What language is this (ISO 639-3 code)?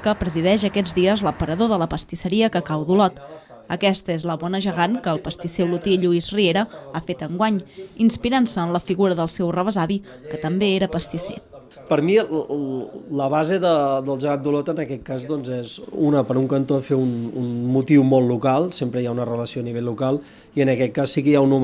cat